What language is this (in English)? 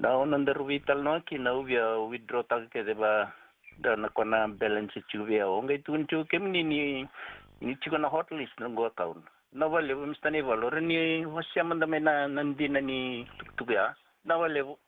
Fijian